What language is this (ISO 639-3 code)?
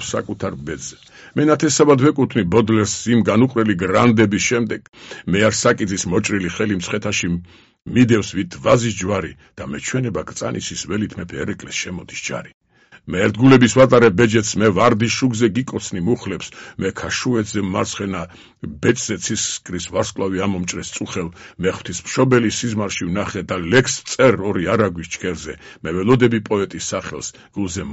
kat